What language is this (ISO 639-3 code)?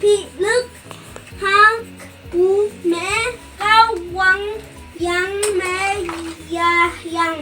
nbe